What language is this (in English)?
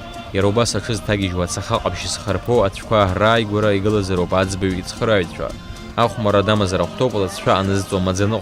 Abkhazian